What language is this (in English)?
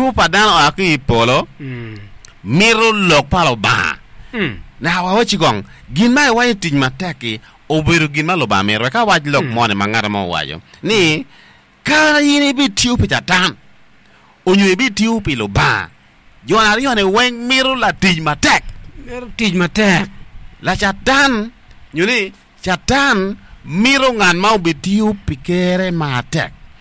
Acoli